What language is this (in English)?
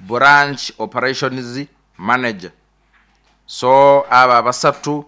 Nyoro